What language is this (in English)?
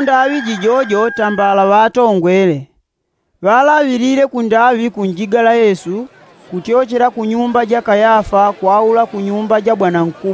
Yao